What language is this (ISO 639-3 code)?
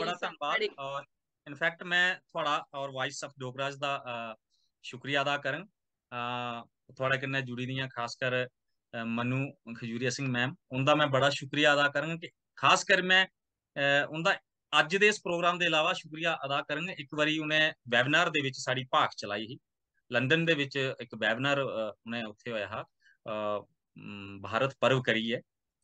doi